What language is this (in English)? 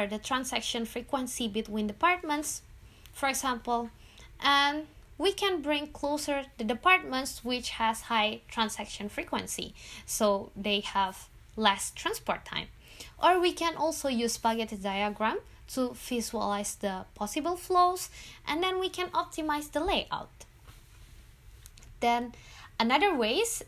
English